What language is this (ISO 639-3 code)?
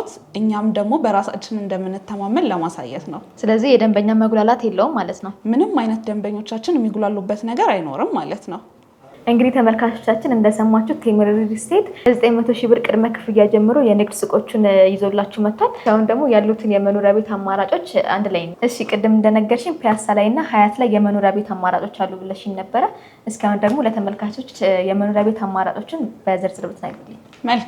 amh